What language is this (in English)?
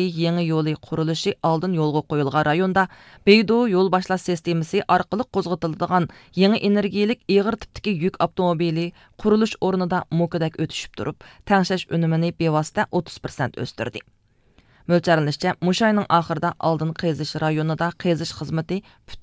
Uyghur